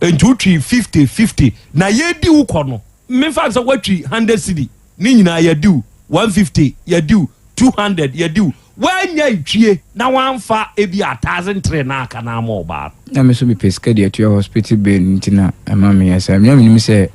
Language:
Akan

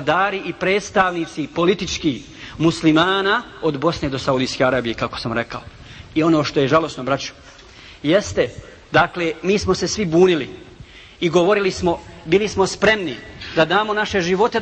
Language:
Bosnian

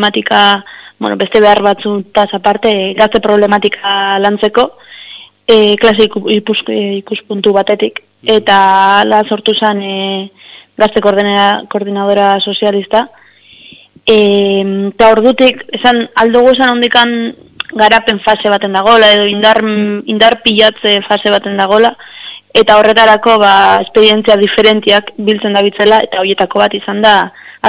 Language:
Basque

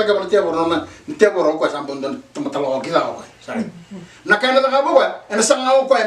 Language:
Fijian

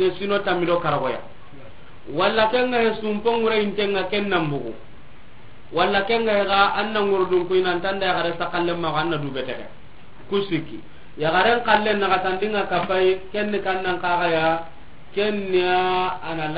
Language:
Soninke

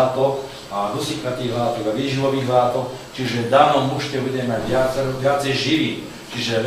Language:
Slovak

